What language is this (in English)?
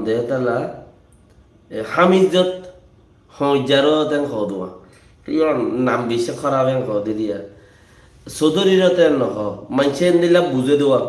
Rohingya